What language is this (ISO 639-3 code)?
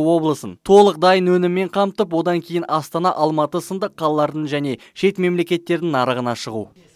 kaz